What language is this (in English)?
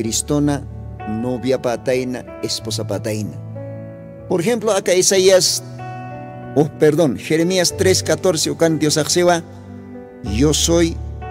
Aymara